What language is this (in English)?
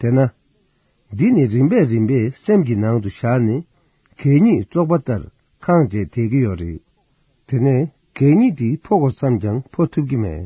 Tibetan